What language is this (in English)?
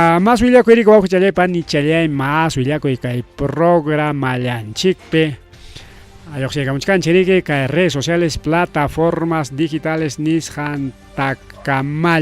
Ayacucho Quechua